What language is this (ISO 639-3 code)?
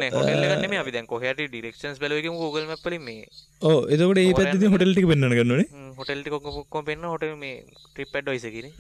sin